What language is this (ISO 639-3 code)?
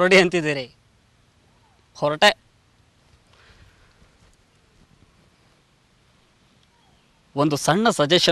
kan